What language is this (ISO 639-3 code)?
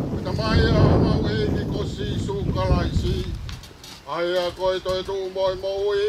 ton